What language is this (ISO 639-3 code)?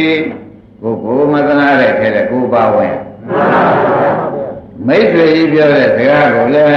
mya